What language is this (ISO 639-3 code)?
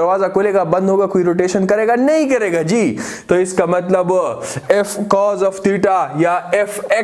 hin